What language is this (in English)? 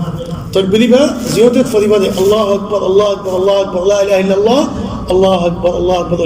Rohingya